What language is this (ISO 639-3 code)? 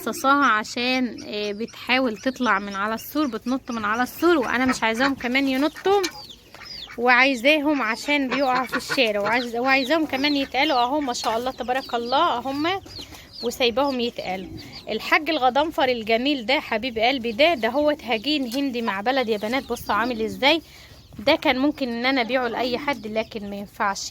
arz